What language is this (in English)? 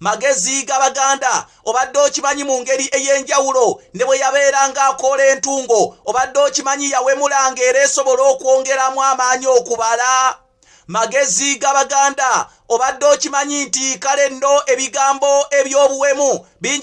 Ganda